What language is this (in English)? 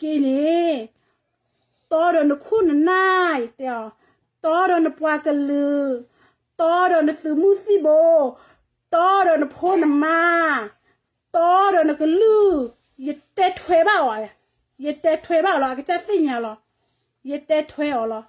S'gaw Karen